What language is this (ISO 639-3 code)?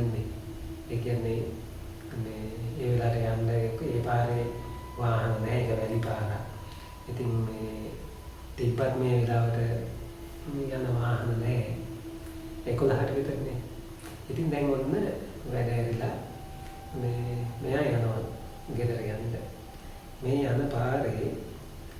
sin